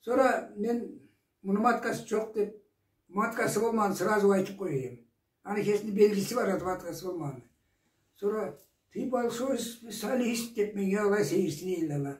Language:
Karachay-Balkar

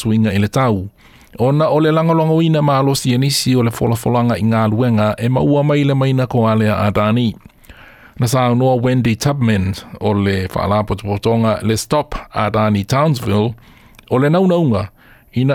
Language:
Samoan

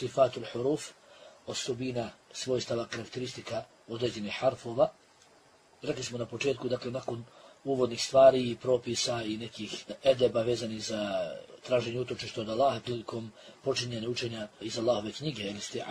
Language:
Bosnian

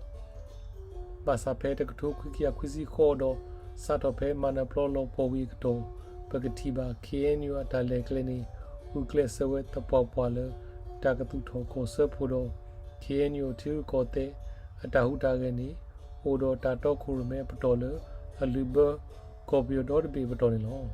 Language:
S'gaw Karen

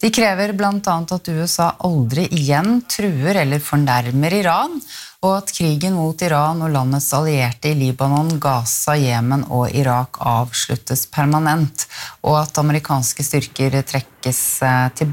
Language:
Norwegian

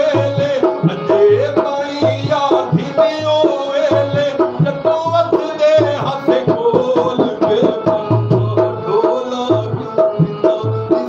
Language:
Saraiki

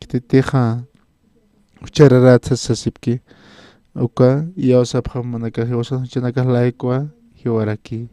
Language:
Aymara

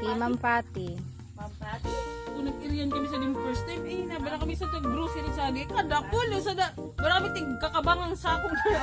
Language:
Rinconada Bikol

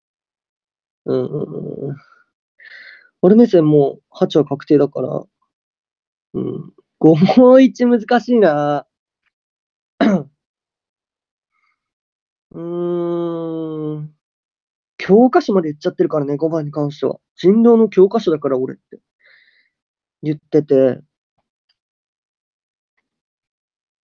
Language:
Japanese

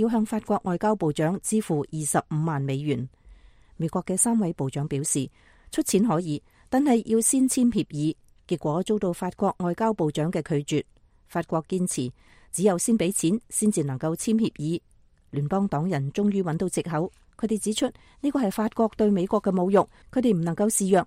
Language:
Cantonese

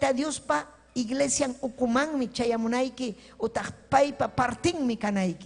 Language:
Ayacucho Quechua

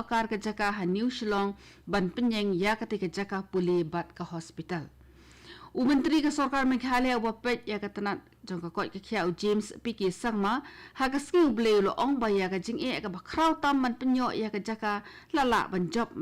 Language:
Khasi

